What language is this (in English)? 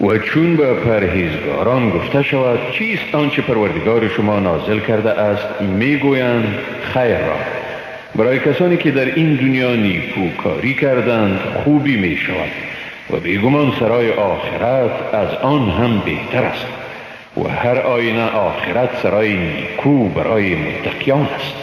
Persian